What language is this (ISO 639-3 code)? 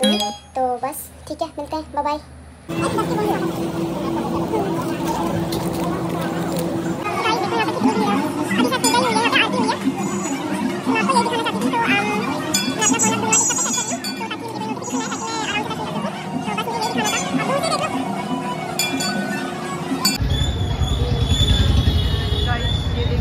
hin